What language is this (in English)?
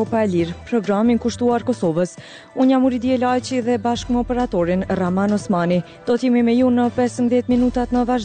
Albanian